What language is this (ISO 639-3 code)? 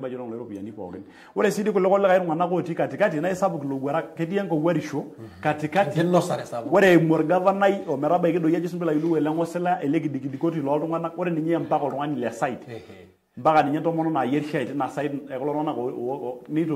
mas